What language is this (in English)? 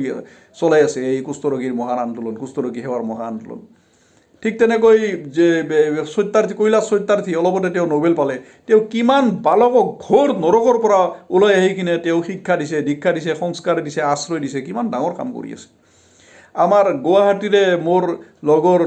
Assamese